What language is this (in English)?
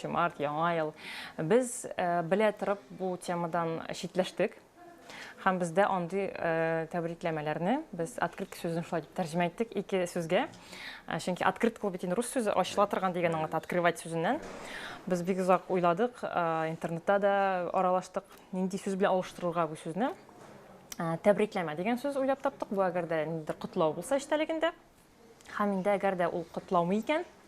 Tatar